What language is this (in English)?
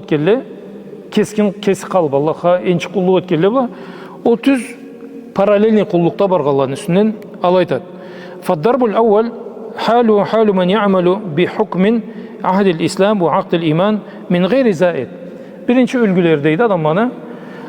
Karachay-Balkar